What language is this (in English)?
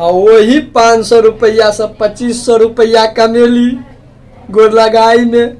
Maithili